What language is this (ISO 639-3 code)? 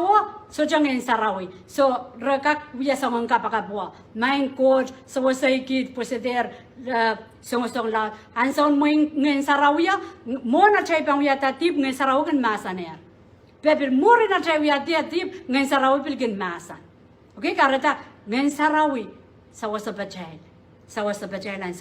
pon